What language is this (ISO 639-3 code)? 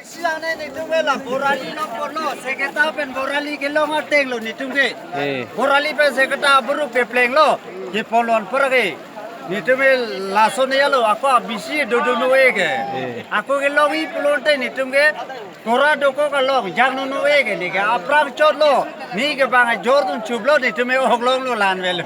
mjw